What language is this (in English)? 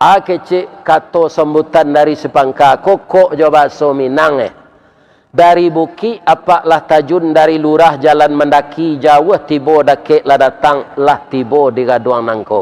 Minangkabau